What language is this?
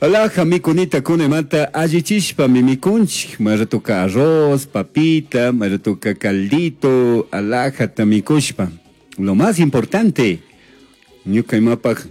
Chimborazo Highland Quichua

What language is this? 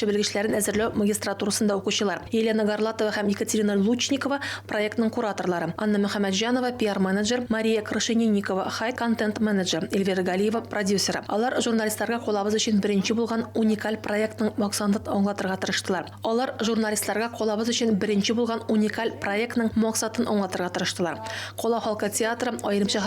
Tatar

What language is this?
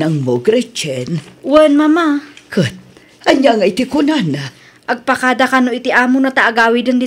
Iloko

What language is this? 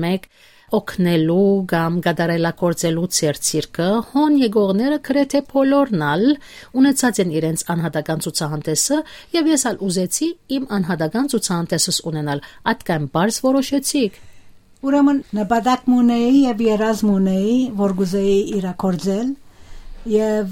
Western Armenian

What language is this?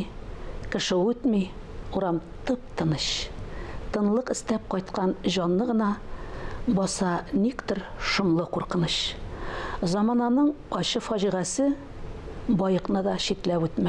Tatar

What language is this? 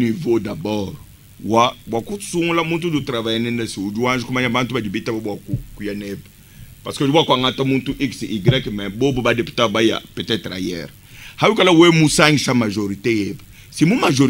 Luba-Lulua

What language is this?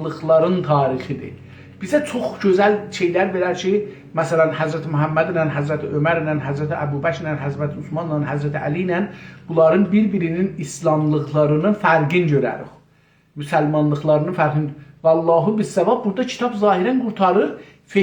South Azerbaijani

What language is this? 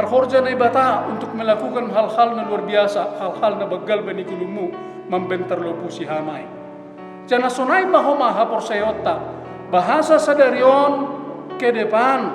Batak Simalungun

